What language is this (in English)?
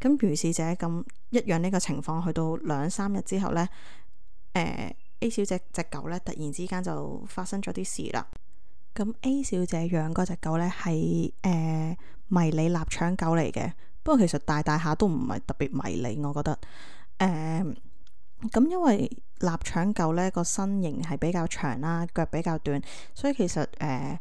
Cantonese